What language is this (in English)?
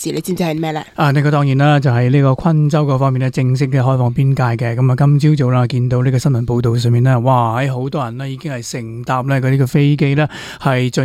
Cantonese